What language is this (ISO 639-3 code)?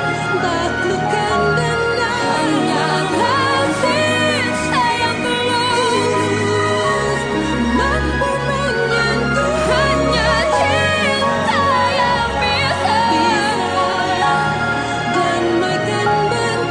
ind